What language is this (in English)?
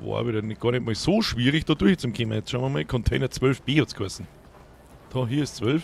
Bavarian